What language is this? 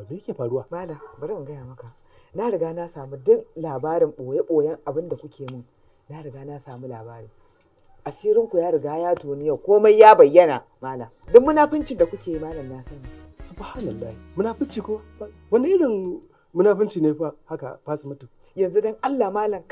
Hausa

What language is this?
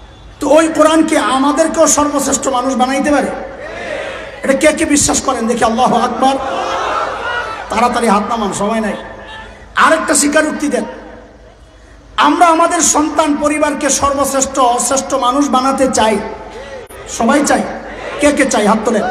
Bangla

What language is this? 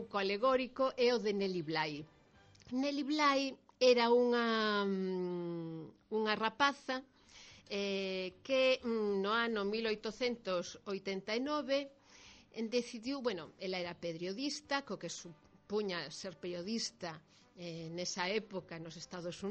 Galician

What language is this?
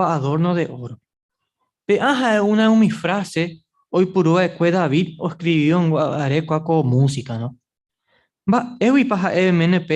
Guarani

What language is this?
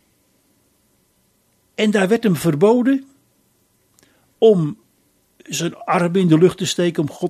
Dutch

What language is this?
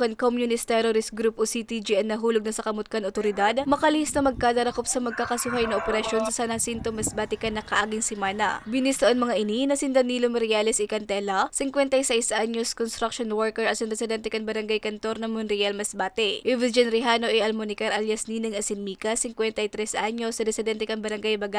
Bikol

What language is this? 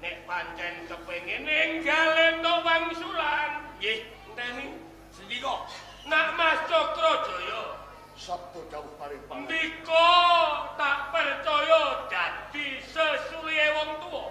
Javanese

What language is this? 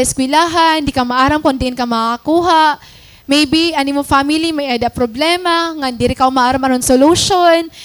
Waray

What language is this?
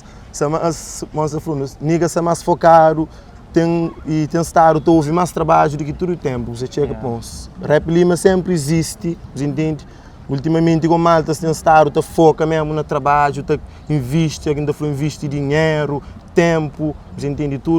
Kabuverdianu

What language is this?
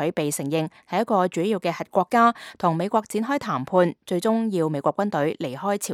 Cantonese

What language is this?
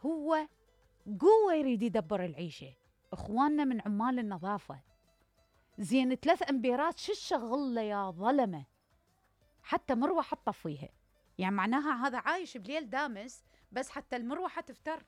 Mesopotamian Arabic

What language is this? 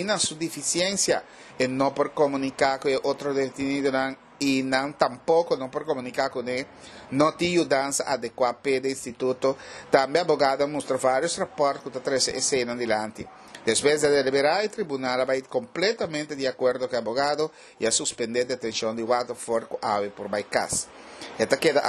Papiamento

